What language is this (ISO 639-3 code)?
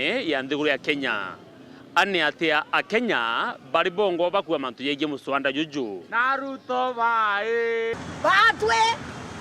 mer